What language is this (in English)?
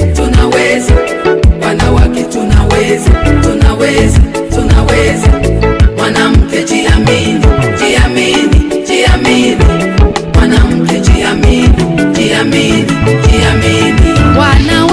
Swahili